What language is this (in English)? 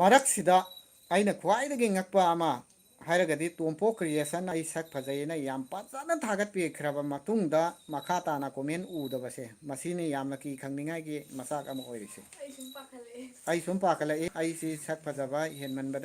Manipuri